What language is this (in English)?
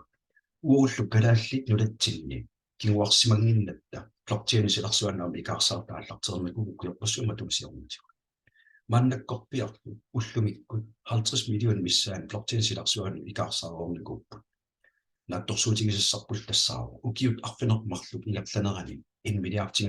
Kalaallisut